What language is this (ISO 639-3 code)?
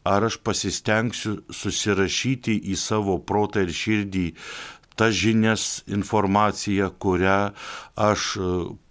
lit